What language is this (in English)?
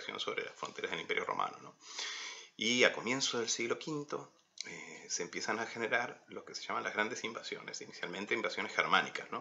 Spanish